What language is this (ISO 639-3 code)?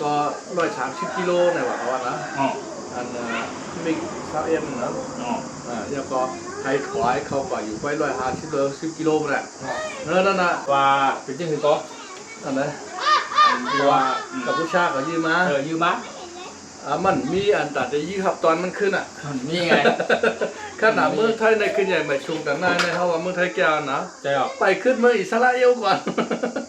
shn